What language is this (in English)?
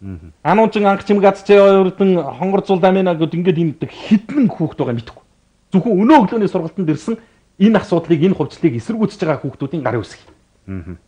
Mongolian